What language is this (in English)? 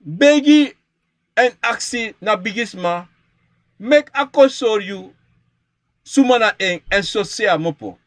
Sranan Tongo